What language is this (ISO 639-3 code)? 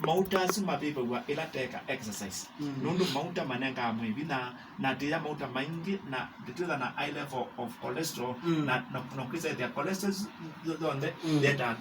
kam